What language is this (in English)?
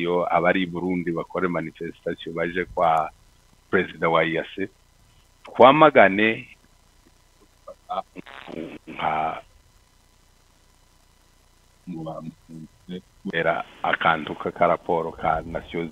Kinyarwanda